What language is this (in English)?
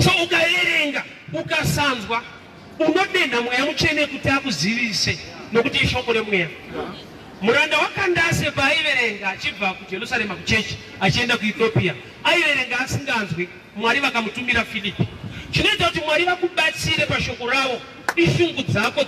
Shona